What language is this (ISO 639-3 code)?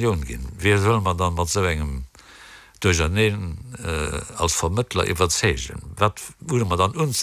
ltz